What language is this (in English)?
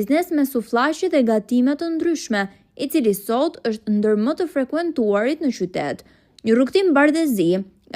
Albanian